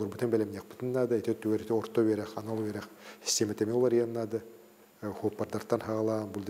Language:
Yakut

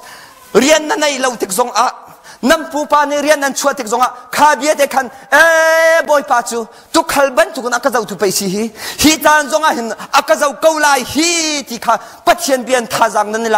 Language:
Hakha Chin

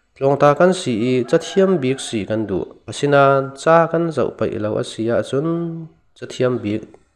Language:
Falam Chin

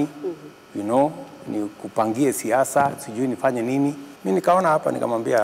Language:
Kamba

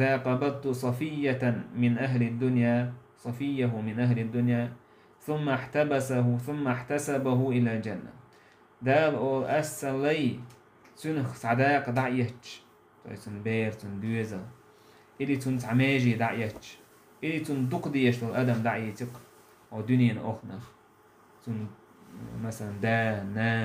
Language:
Chechen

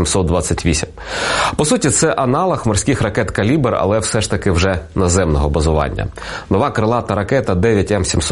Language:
Ukrainian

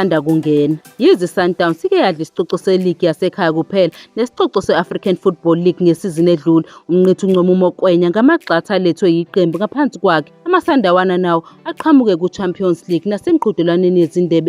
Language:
Zulu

